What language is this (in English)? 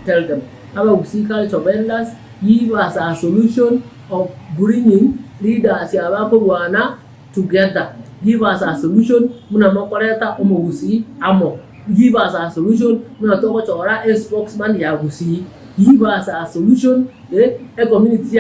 Gusii